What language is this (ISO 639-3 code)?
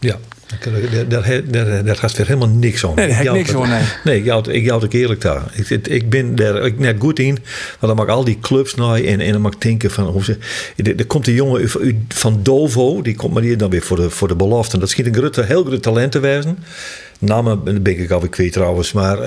fry